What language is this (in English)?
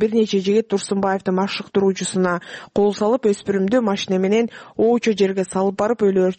Kyrgyz